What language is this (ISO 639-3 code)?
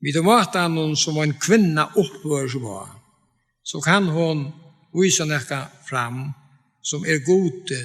fao